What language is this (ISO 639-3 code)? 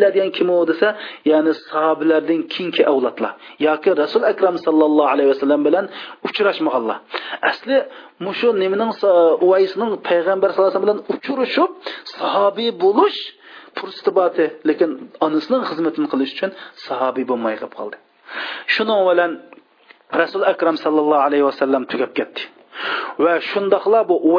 uig